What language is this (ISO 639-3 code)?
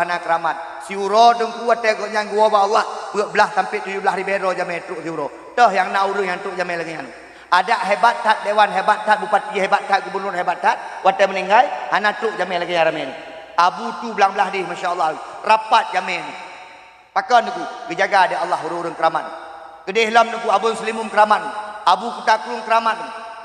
ace